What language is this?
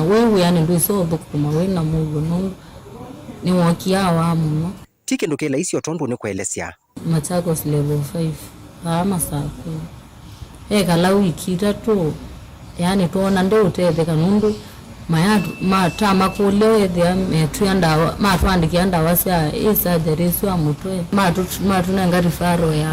Kamba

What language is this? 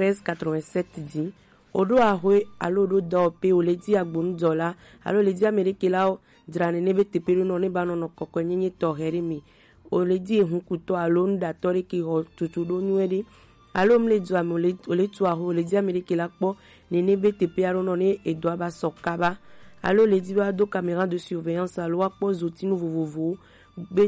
Gen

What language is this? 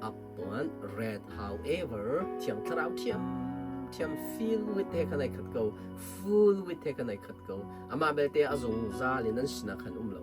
Hakha Chin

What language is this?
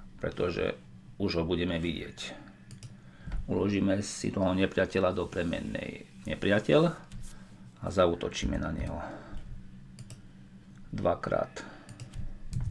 Slovak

